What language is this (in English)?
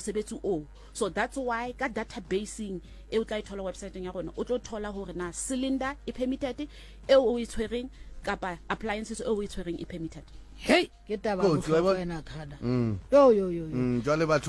Southern Sotho